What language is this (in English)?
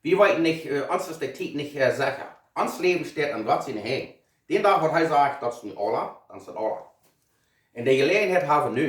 Plautdietsch